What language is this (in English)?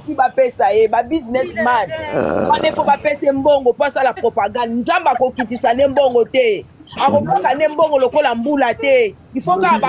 Lingala